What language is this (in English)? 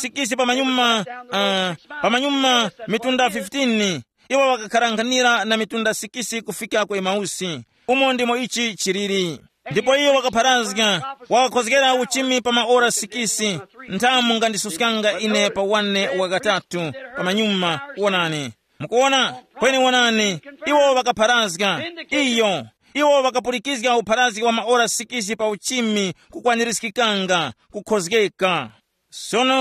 Tumbuka